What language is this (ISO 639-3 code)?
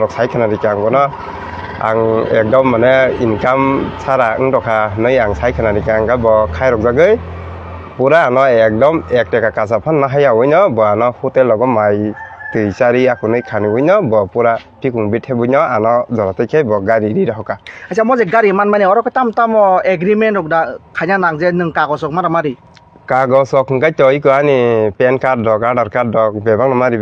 trp